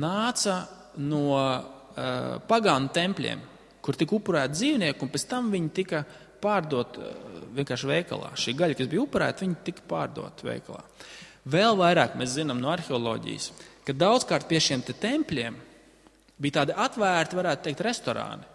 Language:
Latvian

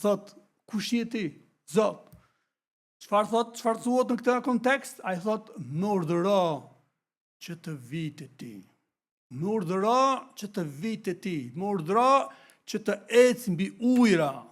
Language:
Albanian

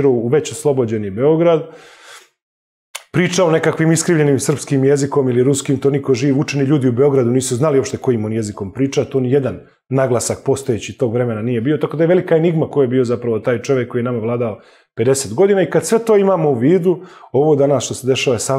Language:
Serbian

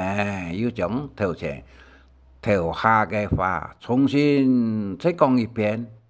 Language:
Hakka Chinese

